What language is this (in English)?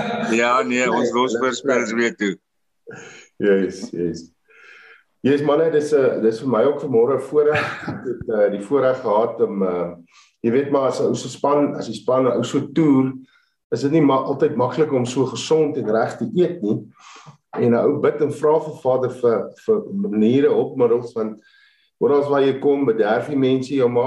Afrikaans